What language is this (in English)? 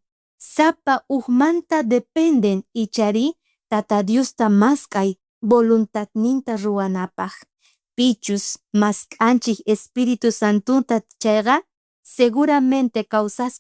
South Bolivian Quechua